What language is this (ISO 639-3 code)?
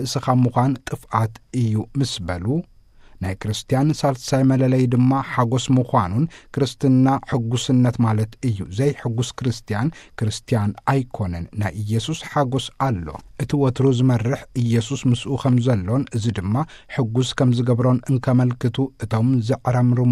tir